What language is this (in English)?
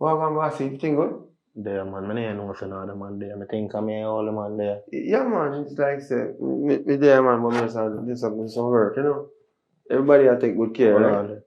Jamaican Creole English